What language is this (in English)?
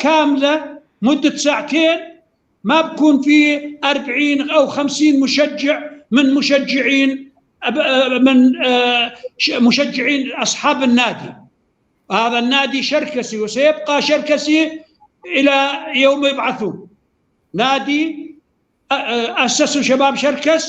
North Levantine Arabic